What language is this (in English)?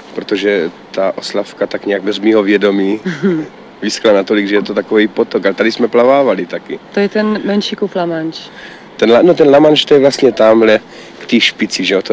Czech